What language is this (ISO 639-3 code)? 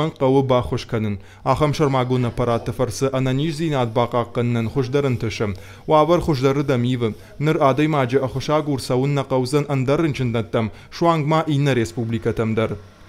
oss